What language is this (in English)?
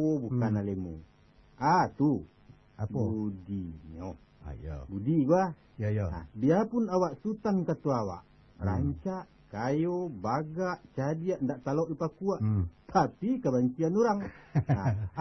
Minangkabau